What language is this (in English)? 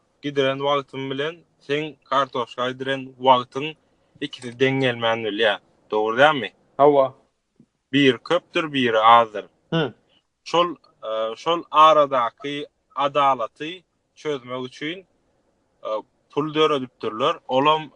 Turkmen